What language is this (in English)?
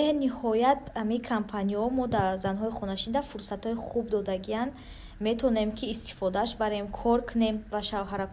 Tajik